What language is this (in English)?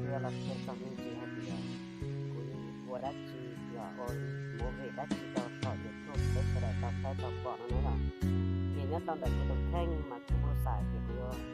Hmong